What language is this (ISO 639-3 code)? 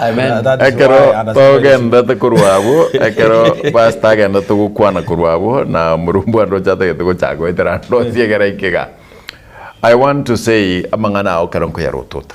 guz